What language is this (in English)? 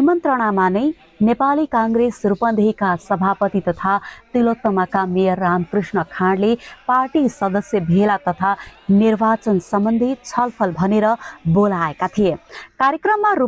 Nepali